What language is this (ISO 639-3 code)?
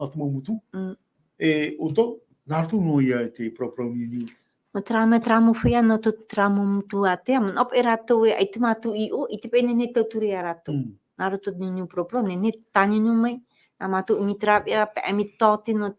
tah